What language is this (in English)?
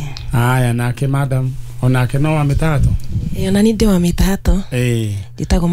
Kikuyu